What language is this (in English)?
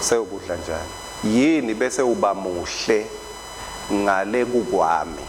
Swati